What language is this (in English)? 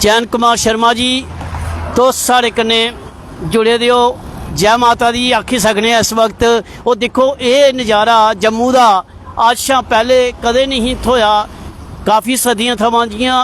Dogri